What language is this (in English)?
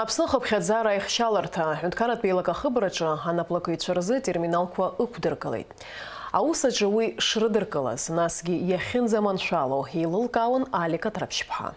Abkhazian